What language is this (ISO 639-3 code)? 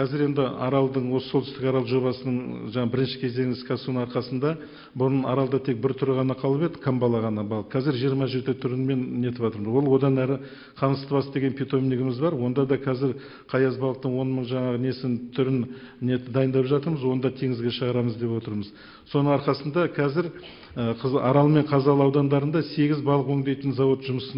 kaz